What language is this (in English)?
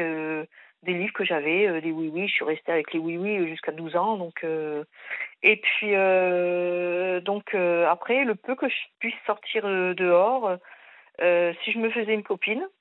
French